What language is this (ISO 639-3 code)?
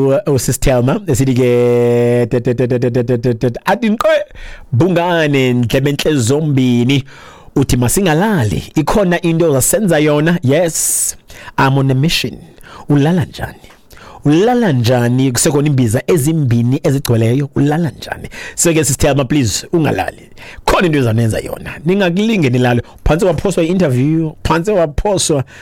xho